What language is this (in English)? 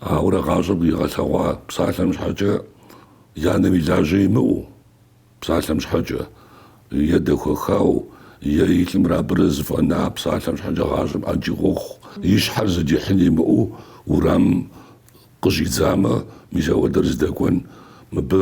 Kabardian